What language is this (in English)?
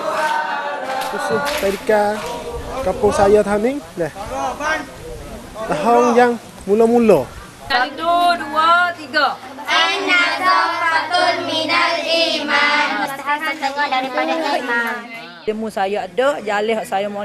Malay